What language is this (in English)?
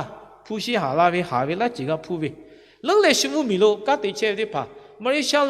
Lahu